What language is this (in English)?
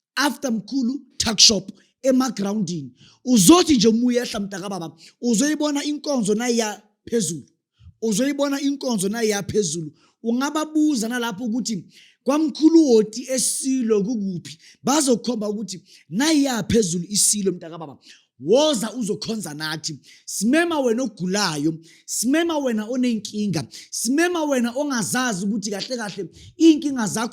Zulu